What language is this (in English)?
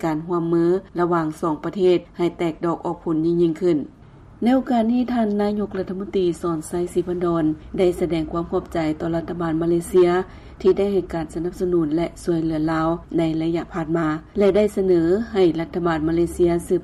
Lao